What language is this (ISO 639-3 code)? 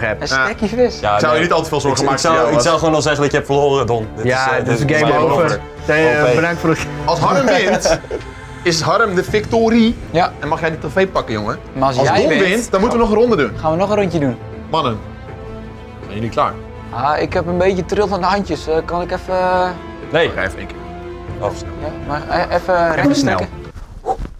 nld